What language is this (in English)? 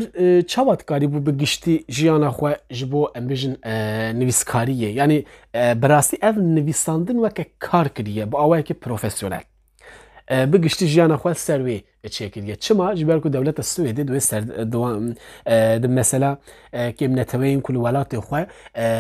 Kurdish